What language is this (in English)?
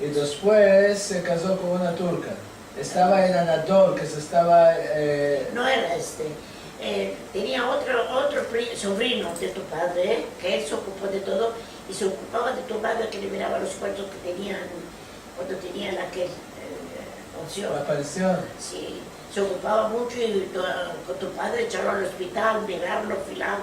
Ladino